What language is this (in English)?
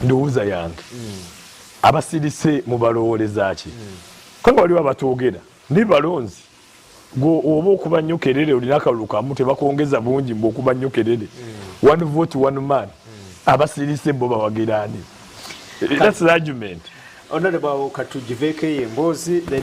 Ganda